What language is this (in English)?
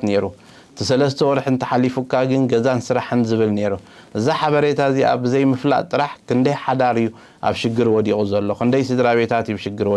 Tigrinya